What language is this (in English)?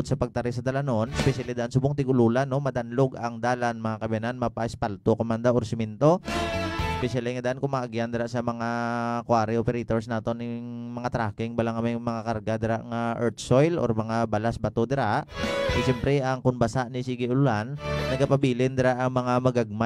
Hiligaynon